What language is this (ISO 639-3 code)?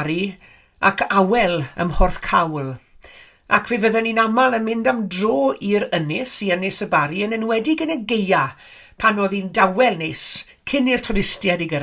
cym